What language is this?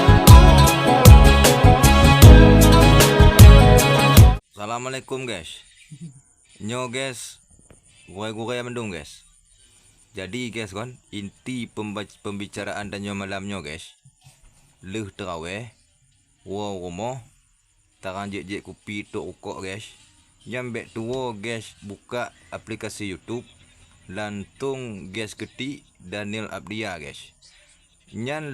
Achinese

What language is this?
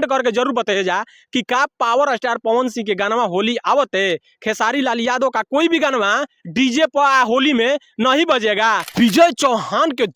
Bhojpuri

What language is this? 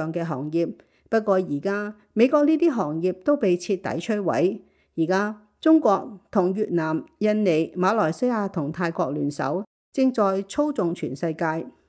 Cantonese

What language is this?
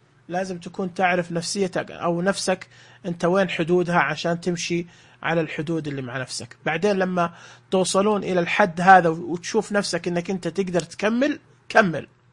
Najdi Arabic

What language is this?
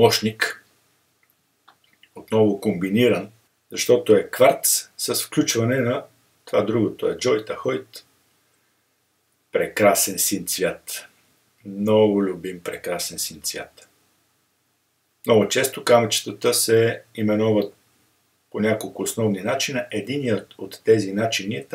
Bulgarian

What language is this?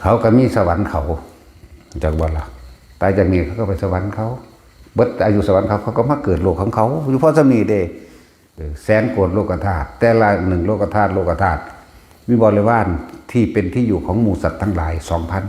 Northeastern Thai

